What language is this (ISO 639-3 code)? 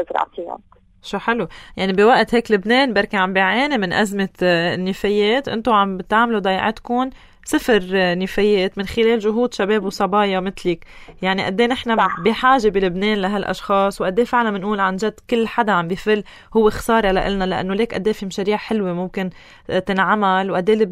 apc